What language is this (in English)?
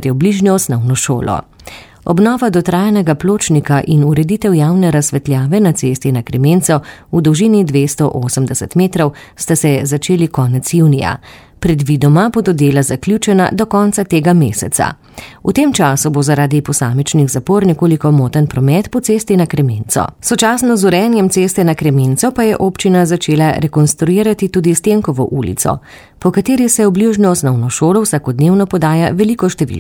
Slovenian